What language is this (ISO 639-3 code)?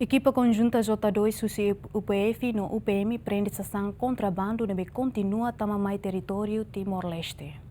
tet